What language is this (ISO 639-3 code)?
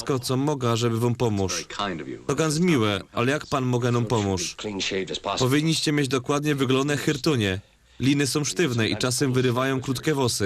szl